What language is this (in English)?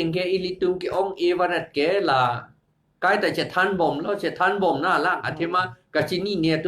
Karbi